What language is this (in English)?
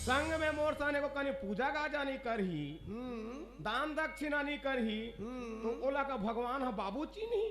Chhattisgarhi